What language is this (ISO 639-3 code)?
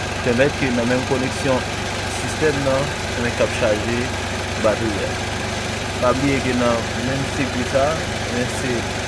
hat